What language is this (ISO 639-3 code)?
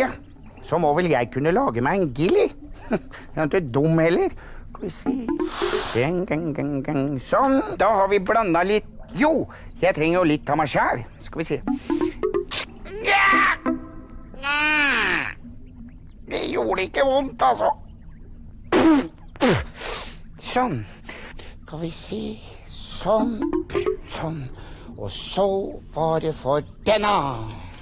nor